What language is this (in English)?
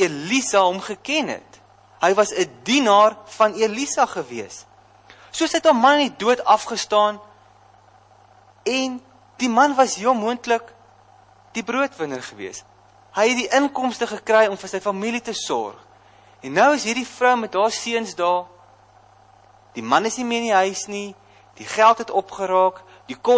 Afrikaans